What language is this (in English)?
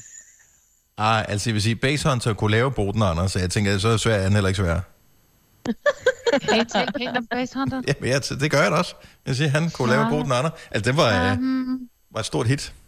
Danish